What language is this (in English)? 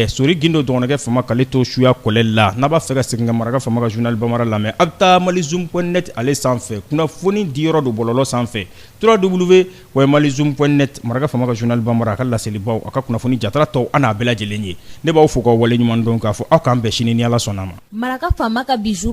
Bambara